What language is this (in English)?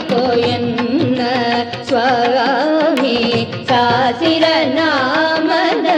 Kannada